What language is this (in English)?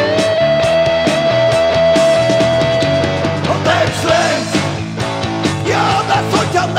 Hungarian